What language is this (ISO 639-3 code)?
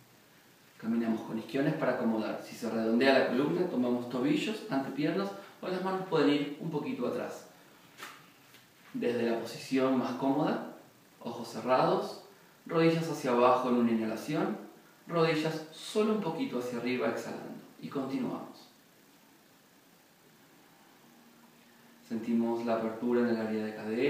spa